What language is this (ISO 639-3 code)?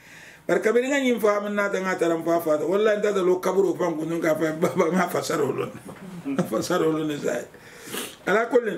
man